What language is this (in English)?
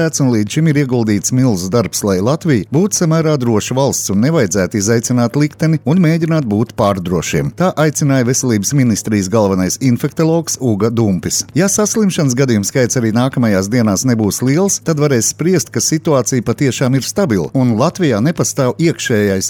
Latvian